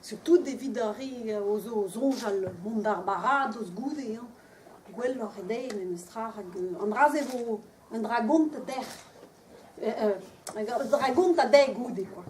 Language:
Breton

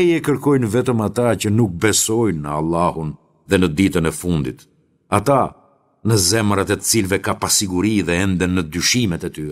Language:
Albanian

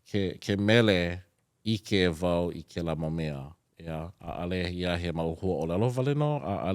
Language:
Hawaiian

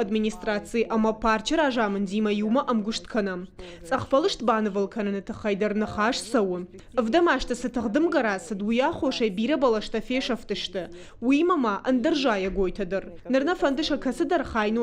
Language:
Ossetic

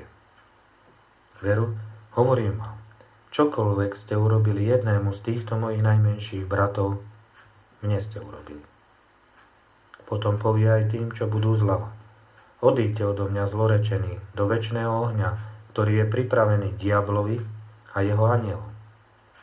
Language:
Slovak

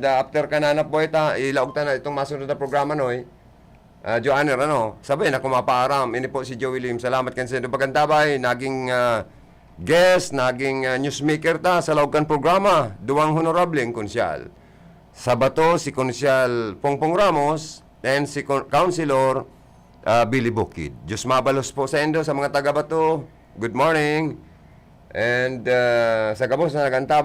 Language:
Bikol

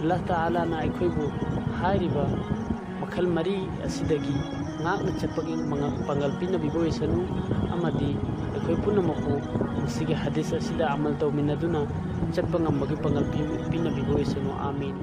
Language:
Manipuri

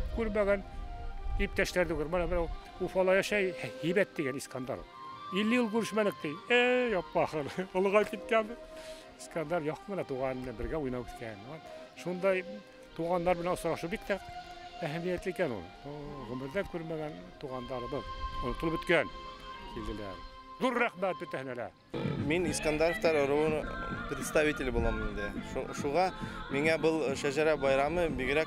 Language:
Bashkir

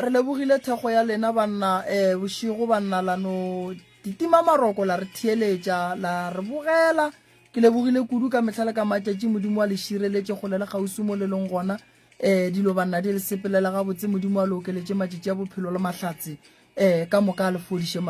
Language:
Northern Sotho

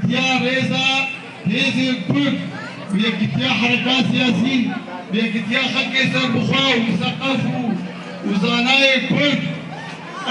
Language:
Kurdish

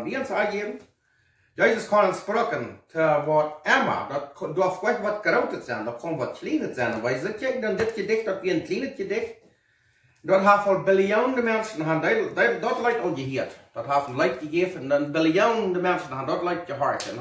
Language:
Plautdietsch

